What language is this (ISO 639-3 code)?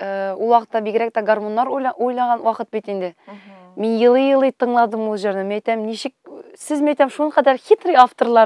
tat